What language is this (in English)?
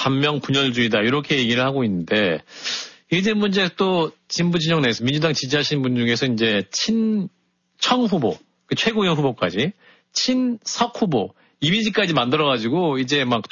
Korean